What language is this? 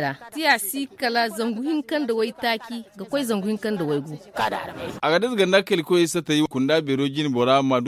Zarma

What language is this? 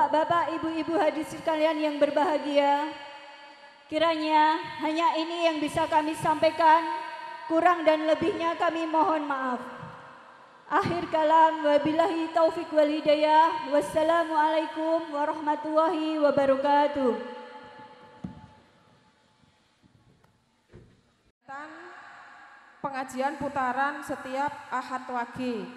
Indonesian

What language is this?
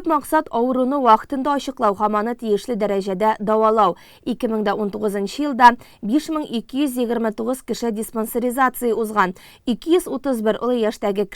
Tatar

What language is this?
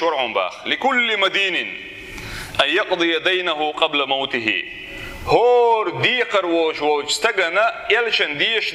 Chechen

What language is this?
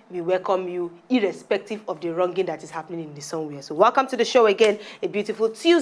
Nigerian Pidgin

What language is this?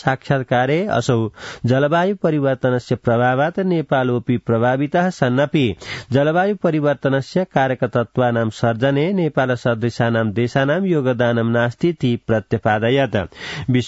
Sanskrit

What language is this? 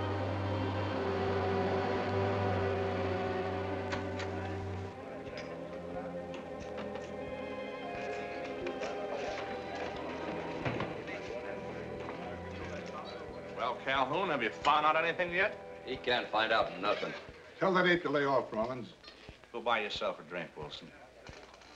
English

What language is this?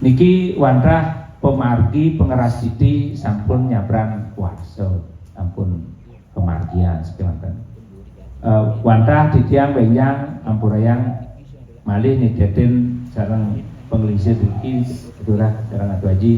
Balinese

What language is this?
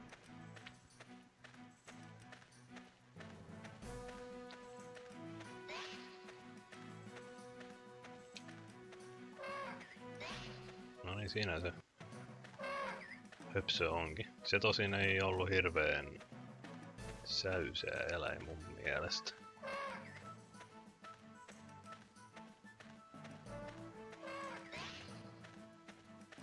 Finnish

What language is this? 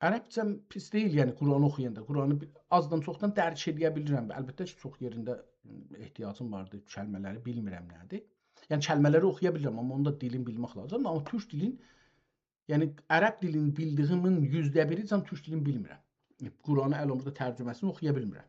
South Azerbaijani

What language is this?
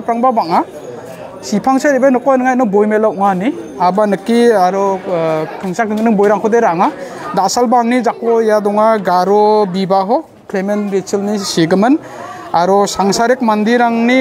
Garo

